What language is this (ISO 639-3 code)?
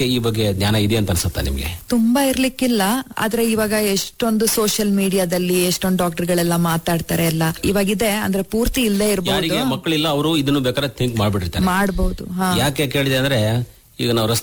kan